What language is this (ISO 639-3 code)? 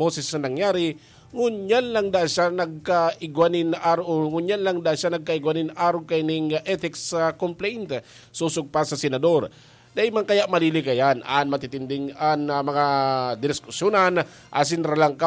bik